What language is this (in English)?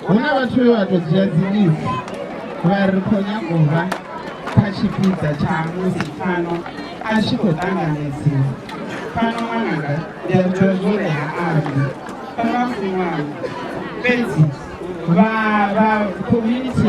Venda